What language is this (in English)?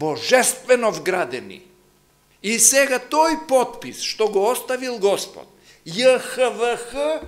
Macedonian